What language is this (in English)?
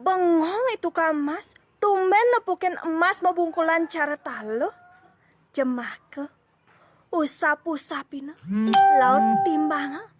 Balinese